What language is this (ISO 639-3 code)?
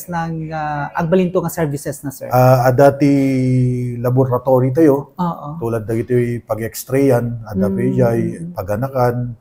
ilo